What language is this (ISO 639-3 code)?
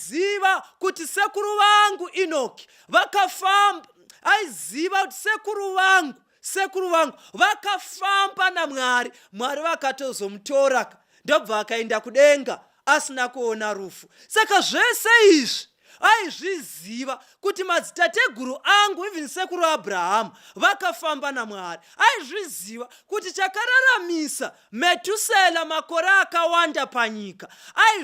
sna